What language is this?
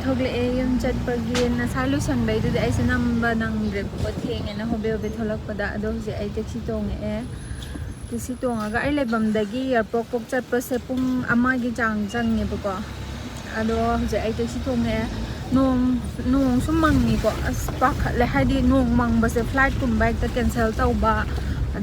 Manipuri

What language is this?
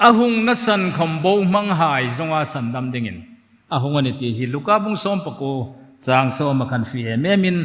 Hmar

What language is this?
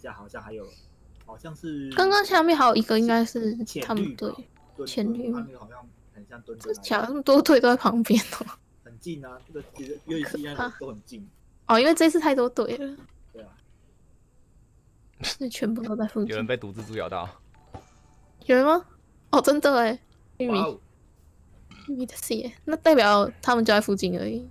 Chinese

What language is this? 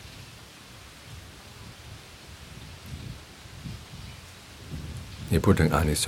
Thai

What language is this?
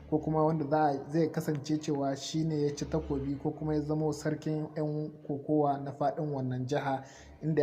Hausa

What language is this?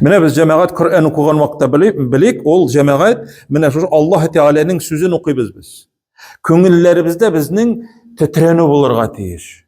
Tatar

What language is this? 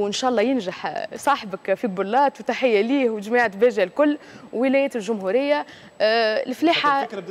Tunisian Arabic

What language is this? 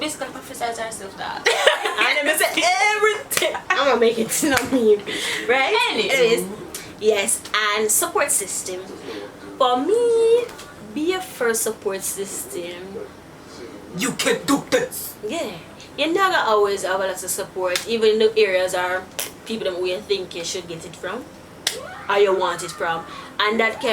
Jamaican Creole English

